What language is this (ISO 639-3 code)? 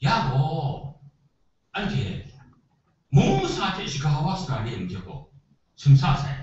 kac